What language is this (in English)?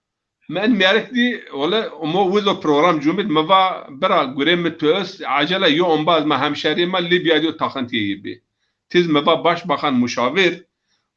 Zaza